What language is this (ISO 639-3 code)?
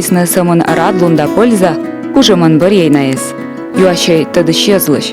kom